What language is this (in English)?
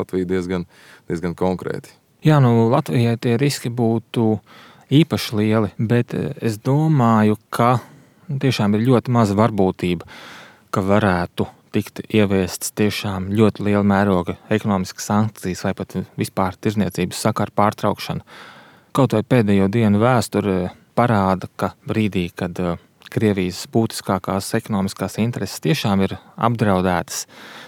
Latvian